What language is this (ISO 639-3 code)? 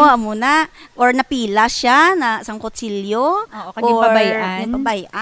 hil